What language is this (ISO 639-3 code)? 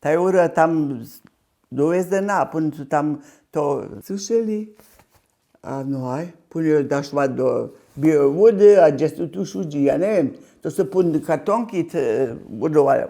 hsb